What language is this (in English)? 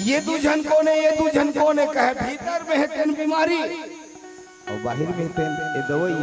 Chhattisgarhi